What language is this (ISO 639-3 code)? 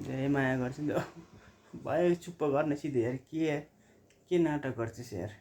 nep